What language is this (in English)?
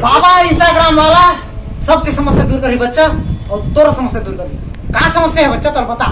Chhattisgarhi